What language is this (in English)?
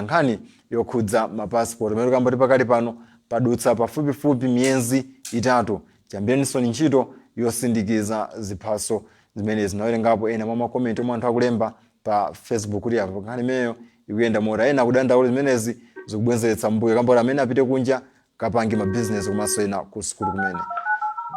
Nyanja